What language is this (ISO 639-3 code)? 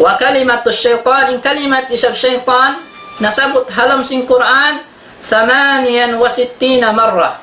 tsg